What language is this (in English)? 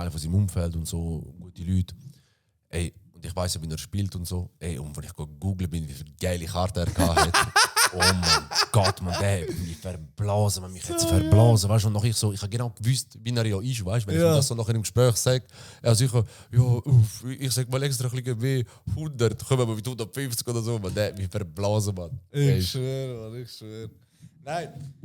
Swiss German